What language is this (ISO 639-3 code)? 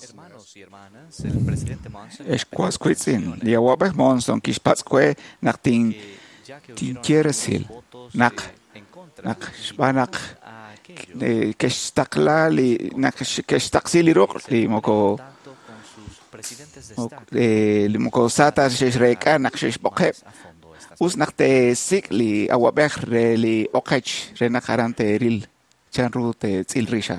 kek